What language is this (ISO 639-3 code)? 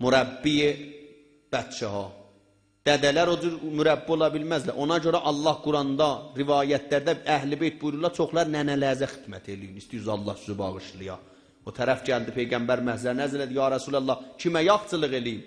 azb